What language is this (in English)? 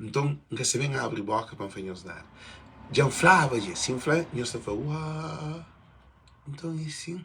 Kabuverdianu